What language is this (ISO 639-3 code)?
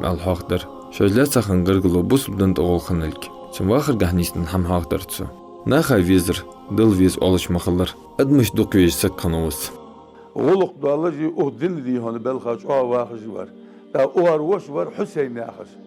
inh